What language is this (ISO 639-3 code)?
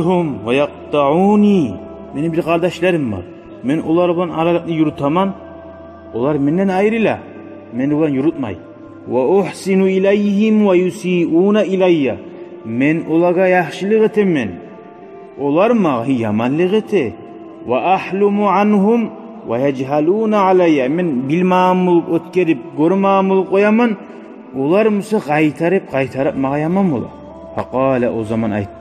kum